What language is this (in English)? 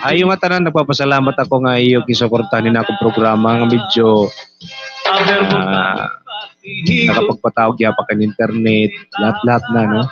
Waray